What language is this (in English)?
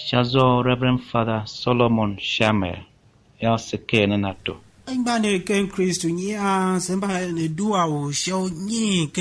Tiv